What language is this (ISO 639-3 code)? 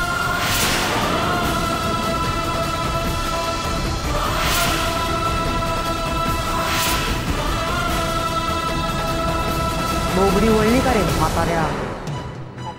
mar